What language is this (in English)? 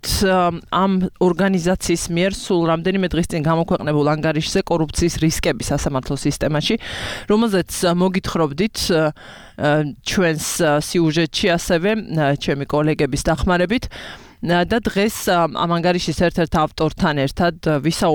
Georgian